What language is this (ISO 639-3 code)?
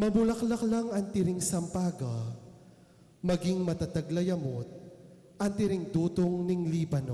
pam